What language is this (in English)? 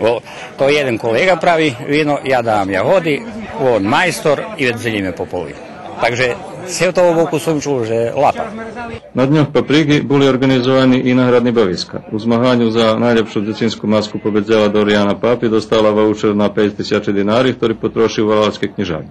Rusyn